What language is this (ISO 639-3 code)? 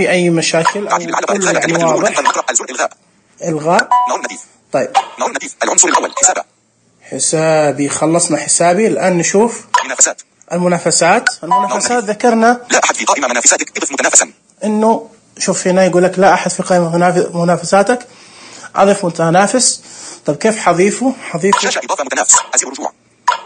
ars